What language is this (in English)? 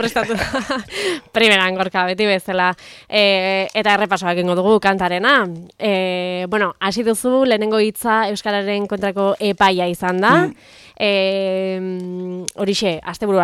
Basque